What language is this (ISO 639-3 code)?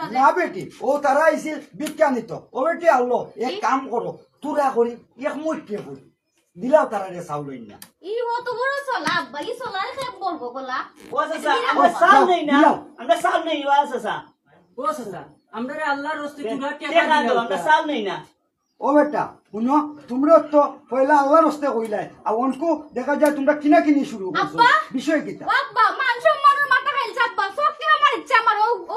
syl